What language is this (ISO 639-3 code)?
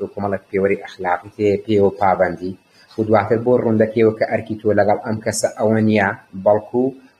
ckb